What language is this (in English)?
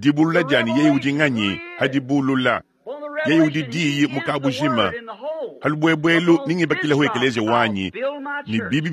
Luba-Lulua